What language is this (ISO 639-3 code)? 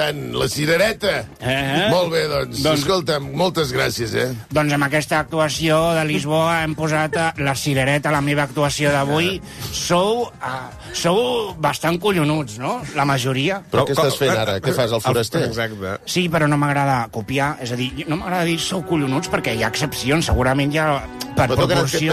cat